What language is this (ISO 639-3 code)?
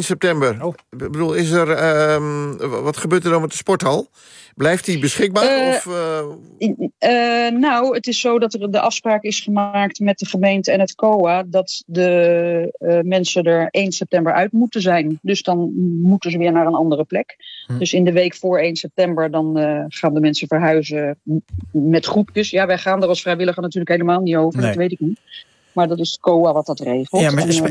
nld